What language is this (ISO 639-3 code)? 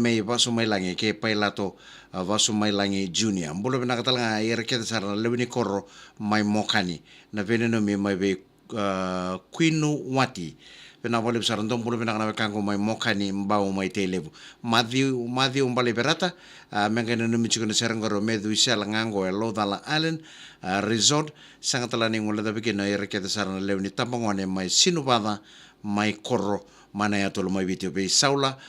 fij